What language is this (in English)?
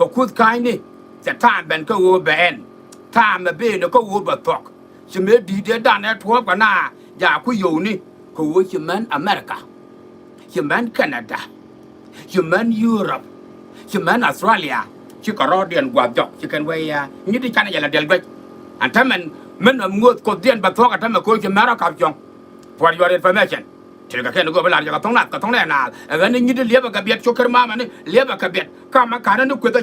Nuer